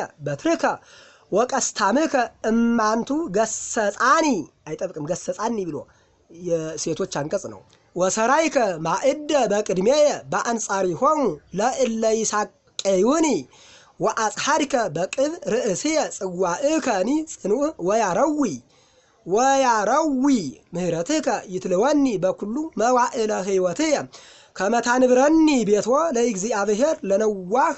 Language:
Geez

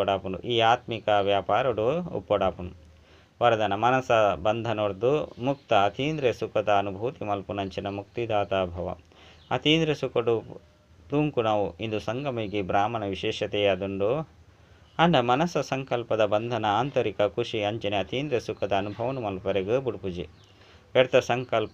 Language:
Tulu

